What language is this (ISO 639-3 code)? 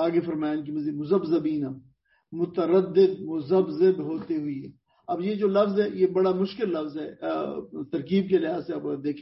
urd